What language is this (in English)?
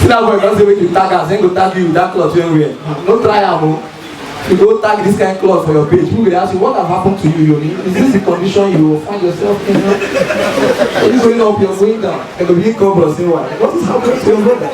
Nigerian Pidgin